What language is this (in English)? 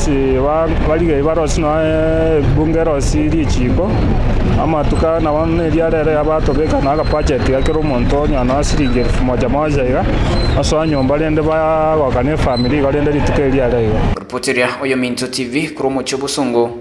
Gusii